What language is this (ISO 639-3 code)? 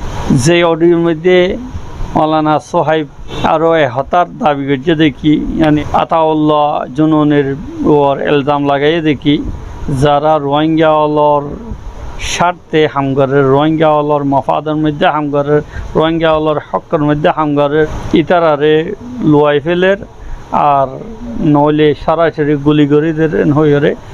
rhg